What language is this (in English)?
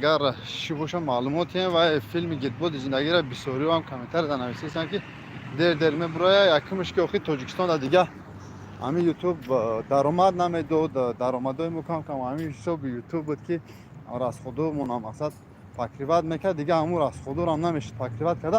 Tajik